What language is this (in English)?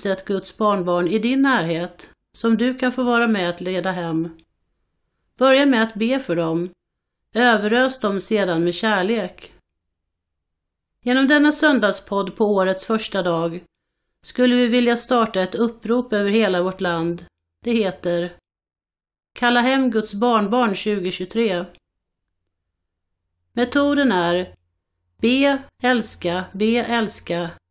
Swedish